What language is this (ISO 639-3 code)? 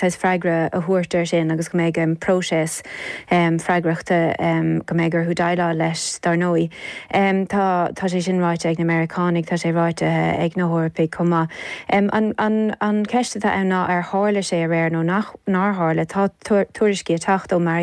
gle